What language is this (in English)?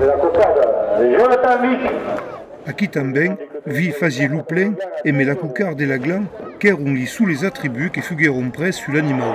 Occitan